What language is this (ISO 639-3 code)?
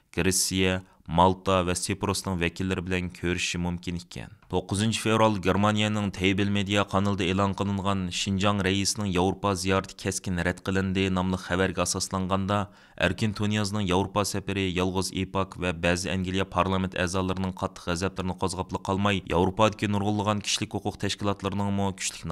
uig